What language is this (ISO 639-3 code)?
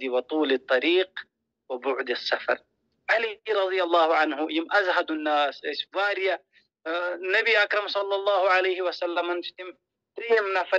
kas